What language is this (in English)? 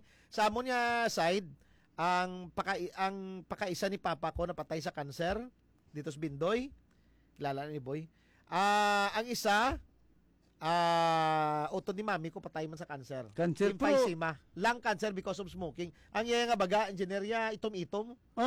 Hiligaynon